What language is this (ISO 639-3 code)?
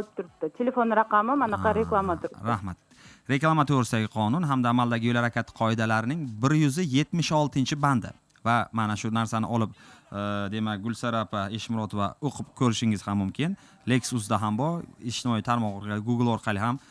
uzb